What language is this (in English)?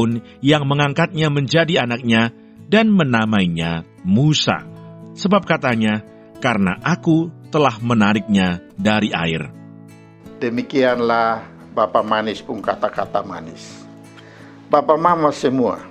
Kupang Malay